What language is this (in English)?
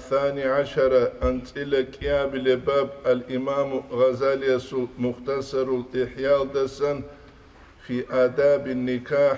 Avaric